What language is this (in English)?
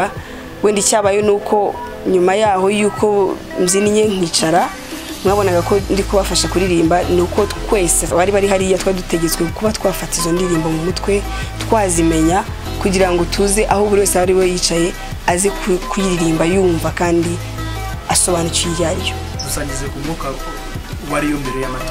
Kinyarwanda